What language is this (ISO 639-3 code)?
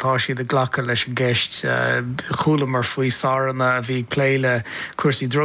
gle